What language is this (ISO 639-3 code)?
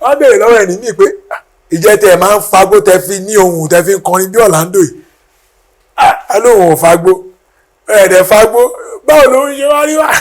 yor